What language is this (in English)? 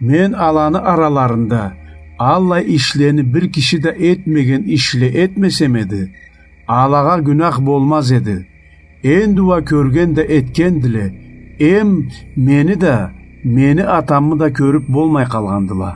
Karachay-Balkar